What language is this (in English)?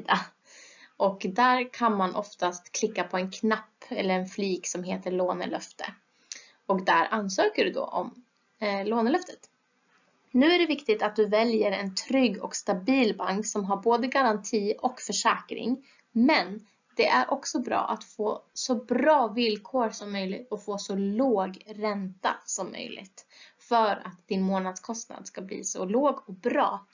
Swedish